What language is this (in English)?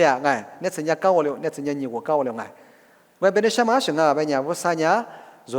Lisu